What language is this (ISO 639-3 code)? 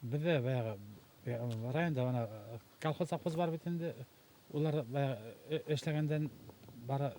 bak